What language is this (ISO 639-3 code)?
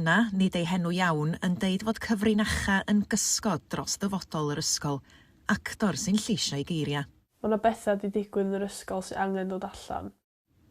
cym